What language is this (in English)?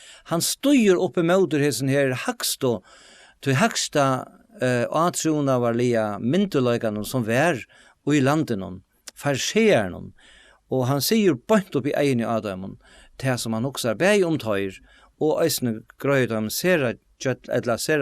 Faroese